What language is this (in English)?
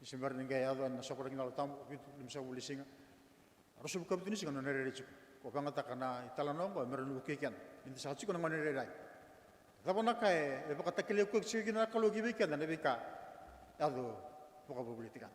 Fijian